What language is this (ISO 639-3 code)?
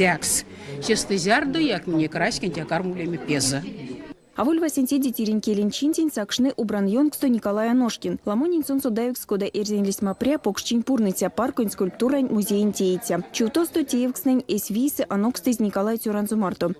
myv